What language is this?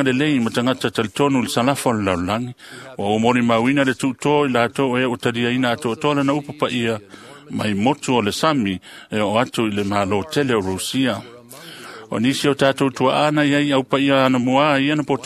Samoan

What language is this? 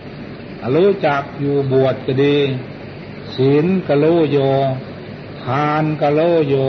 Thai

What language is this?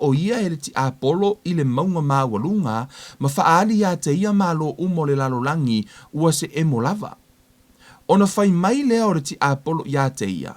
Samoan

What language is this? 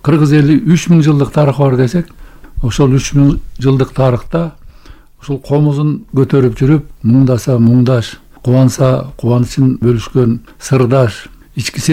Kyrgyz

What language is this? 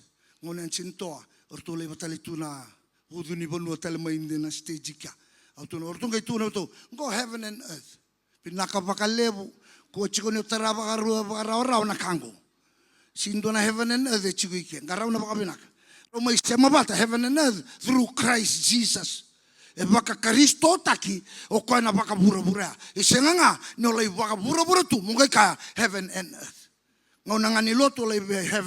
Fijian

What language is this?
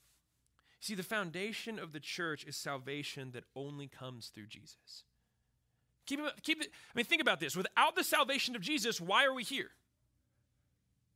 English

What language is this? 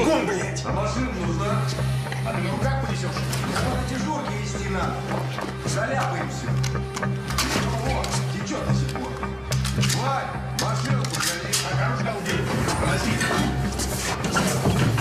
Russian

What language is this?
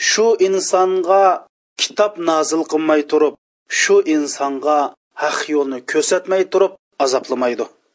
Uyghur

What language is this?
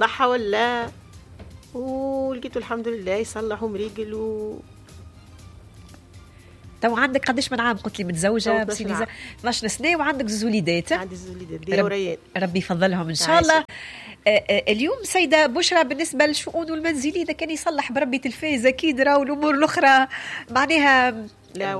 Tunisian Arabic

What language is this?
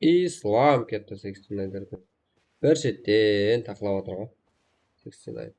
Kara-Kalpak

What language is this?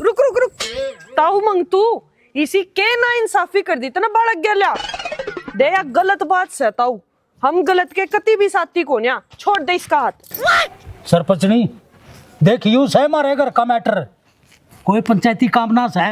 Haryanvi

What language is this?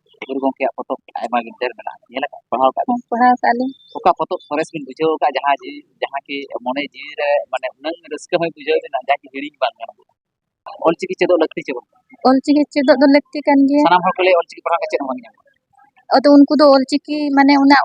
Santali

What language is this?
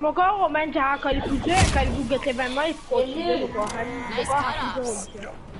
Morisyen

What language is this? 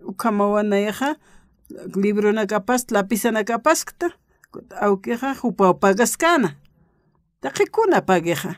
Aymara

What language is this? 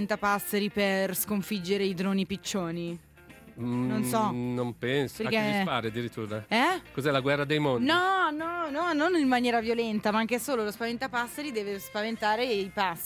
Italian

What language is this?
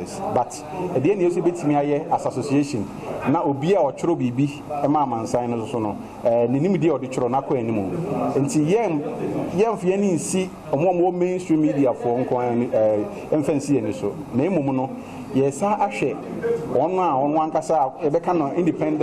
Akan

